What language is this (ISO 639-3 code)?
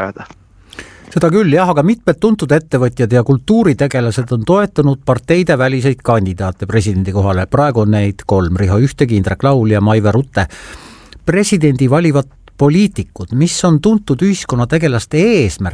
est